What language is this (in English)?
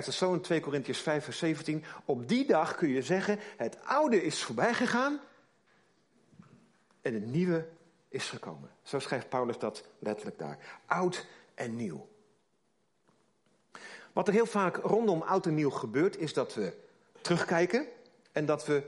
Dutch